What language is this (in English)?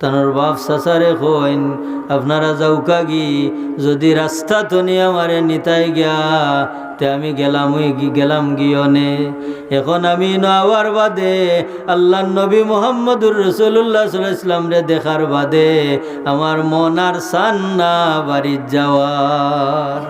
Sylheti